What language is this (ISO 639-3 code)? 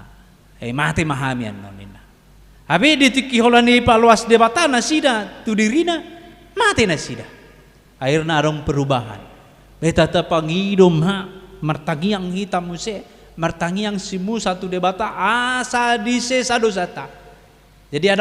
bbc